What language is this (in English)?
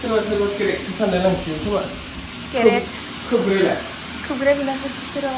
Bodo